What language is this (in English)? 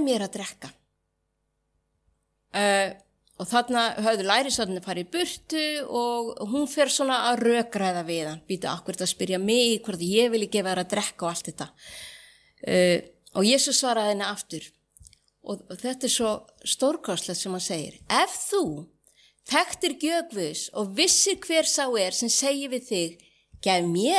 Icelandic